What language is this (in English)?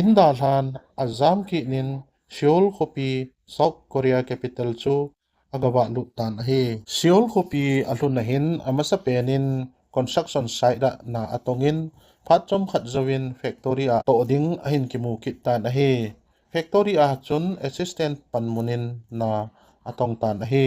Thado Chin